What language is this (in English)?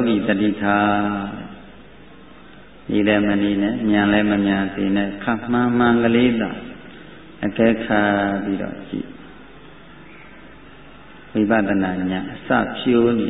Burmese